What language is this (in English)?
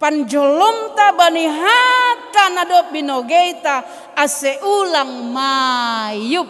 Batak Simalungun